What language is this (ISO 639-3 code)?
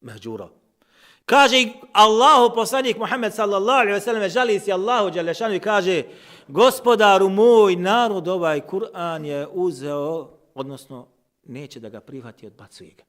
bos